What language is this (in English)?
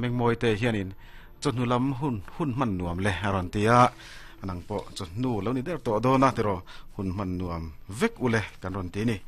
Mizo